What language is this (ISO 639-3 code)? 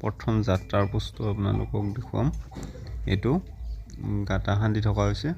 asm